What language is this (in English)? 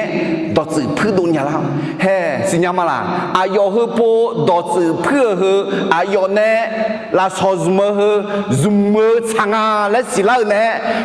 Akha